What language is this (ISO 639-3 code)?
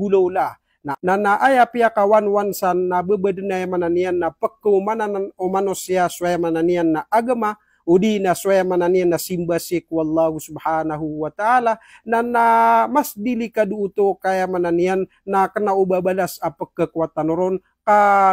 mrw